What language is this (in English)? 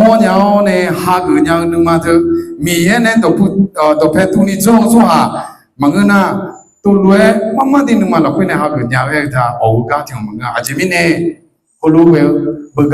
Akha